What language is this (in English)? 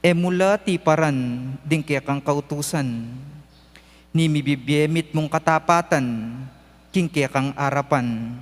Pampanga